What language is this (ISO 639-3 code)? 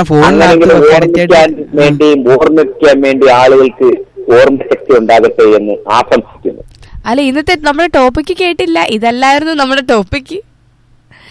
mal